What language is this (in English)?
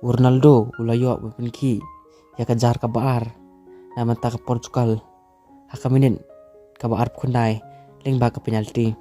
Khasi